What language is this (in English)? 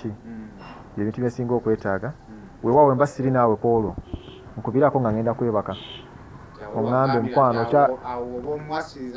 Ganda